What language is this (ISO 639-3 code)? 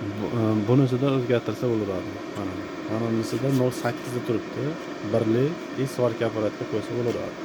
uzb